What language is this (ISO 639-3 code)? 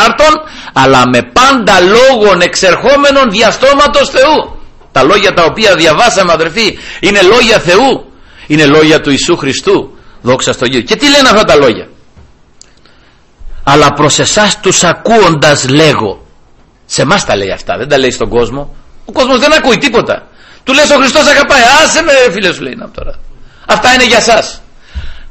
ell